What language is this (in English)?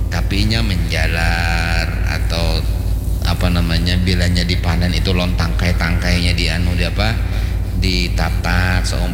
Banjar